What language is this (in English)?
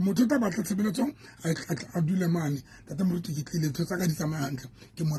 Southern Sotho